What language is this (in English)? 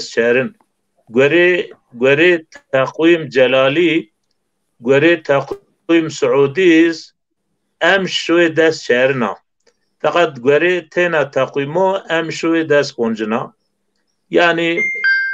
Zaza